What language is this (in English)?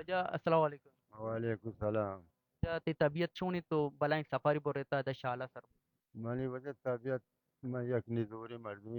Baluchi